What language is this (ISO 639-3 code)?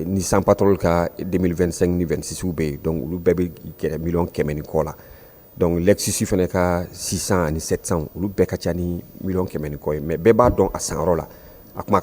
bam